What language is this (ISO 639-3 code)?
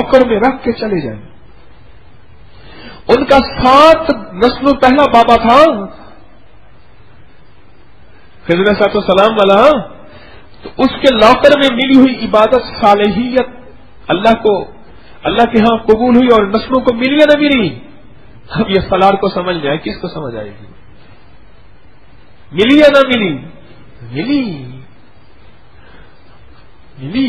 urd